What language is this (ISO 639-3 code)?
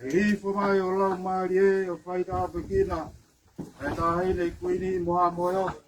ton